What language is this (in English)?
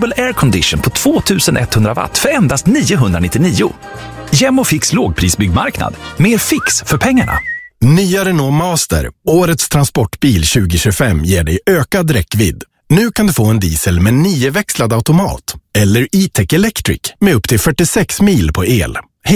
Swedish